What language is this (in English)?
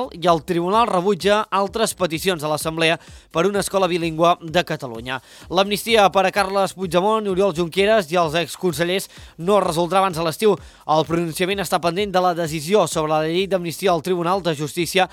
Catalan